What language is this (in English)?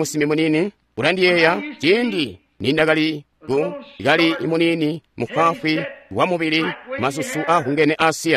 Tonga (Zambia)